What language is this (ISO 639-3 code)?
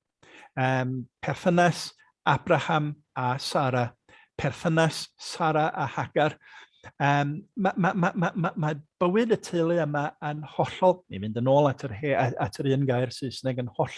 cym